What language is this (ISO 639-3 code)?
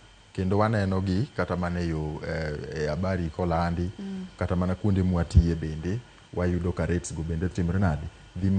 luo